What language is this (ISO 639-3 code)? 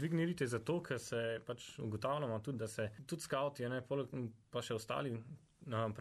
slv